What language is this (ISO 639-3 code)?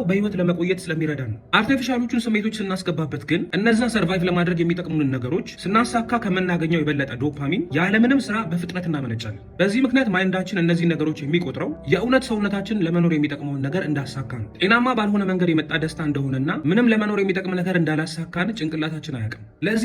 amh